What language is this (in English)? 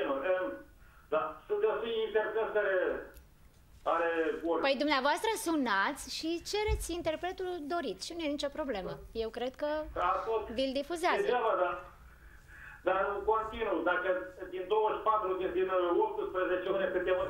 Romanian